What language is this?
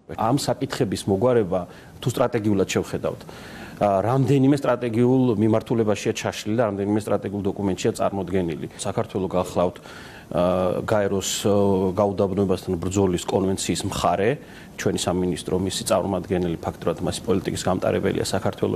Georgian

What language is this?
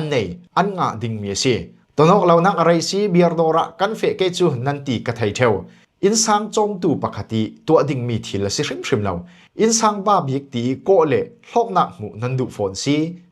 Falam Chin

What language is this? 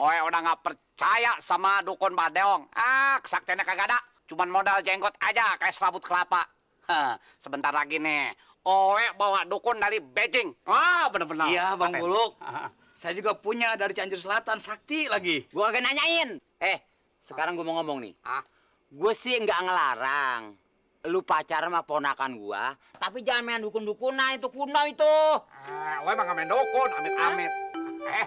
Betawi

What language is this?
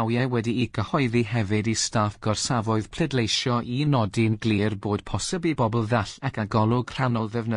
Welsh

